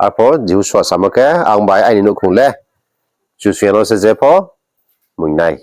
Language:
Riang (India)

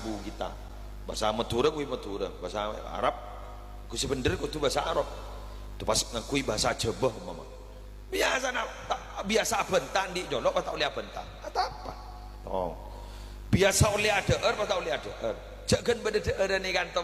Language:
Madurese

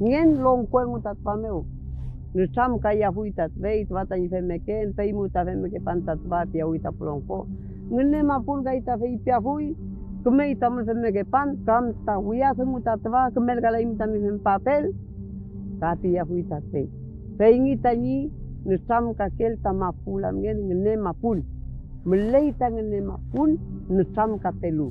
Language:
Mapuche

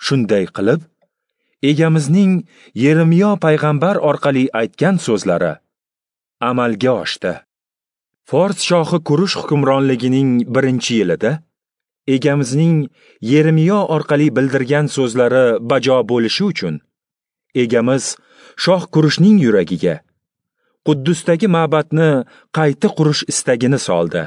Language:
Uzbek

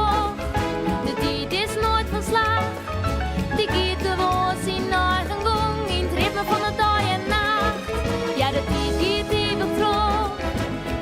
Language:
Western Frisian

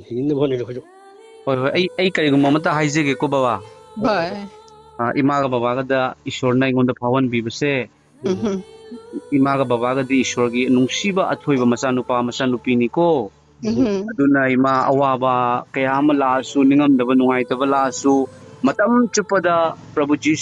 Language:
Manipuri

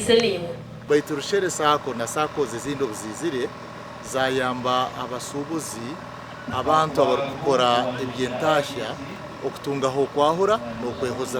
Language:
Nyankole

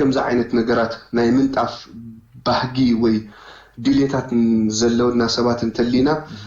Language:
Tigrinya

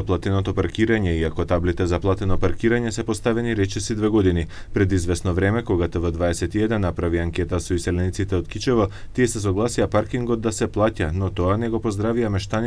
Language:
Macedonian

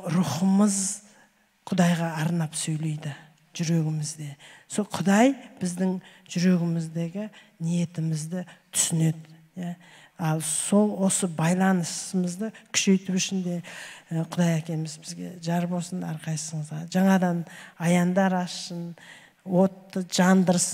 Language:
Kazakh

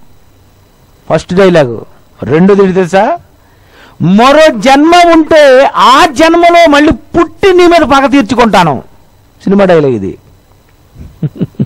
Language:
Telugu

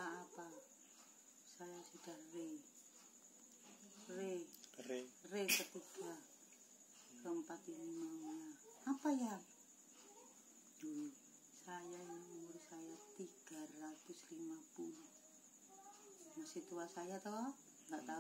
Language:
Indonesian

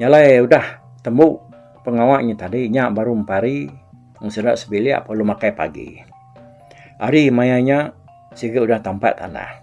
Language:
Iban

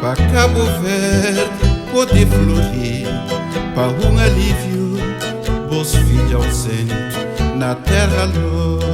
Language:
Kabuverdianu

